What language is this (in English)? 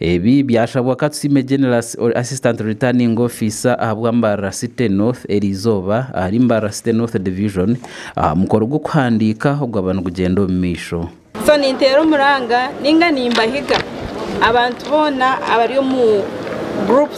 Nyankole